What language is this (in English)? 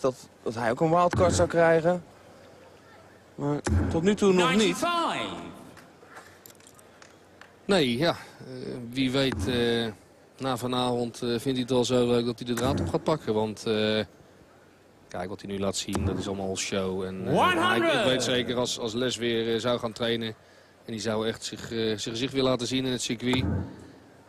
Dutch